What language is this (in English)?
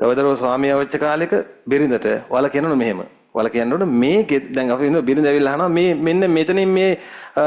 Sinhala